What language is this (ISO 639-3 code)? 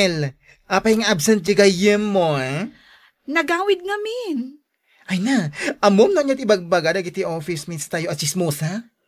ilo